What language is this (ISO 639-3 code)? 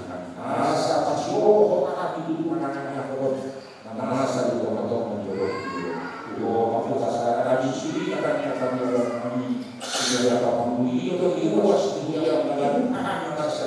bbc